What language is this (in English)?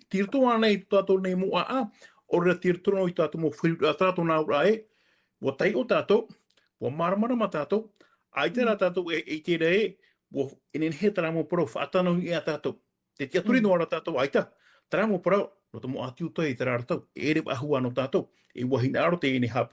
Tahitian